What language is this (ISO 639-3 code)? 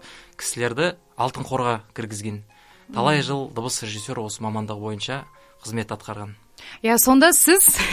kaz